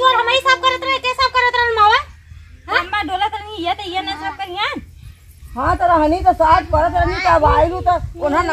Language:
Bhojpuri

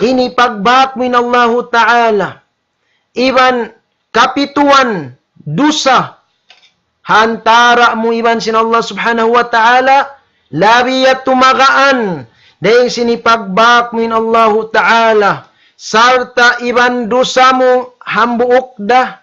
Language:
Tausug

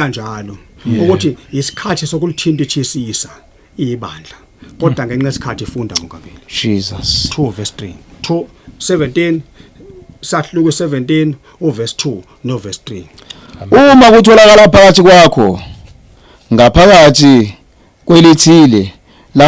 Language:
Zulu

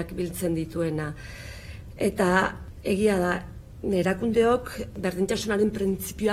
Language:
Basque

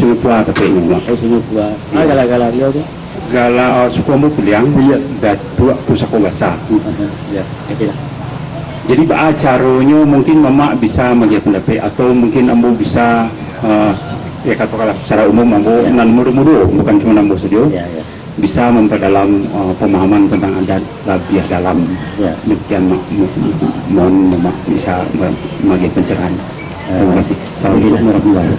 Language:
Minangkabau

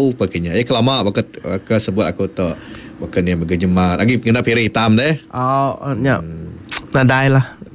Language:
Iban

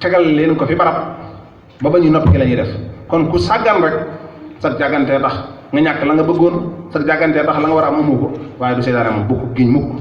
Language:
Wolof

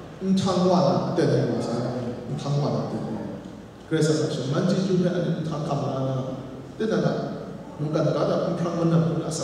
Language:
Kachin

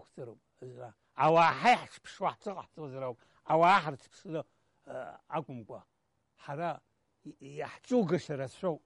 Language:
Abkhazian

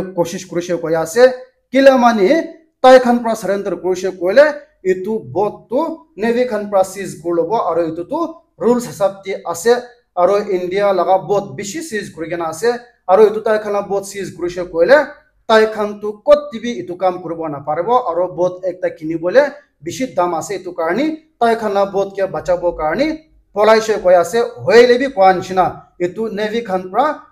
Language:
Naga Pidgin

